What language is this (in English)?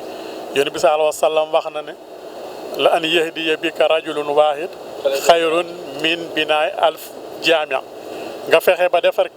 Wolof